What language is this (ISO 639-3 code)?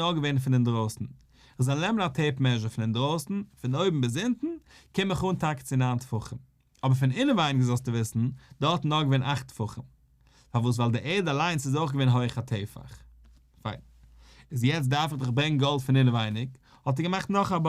yid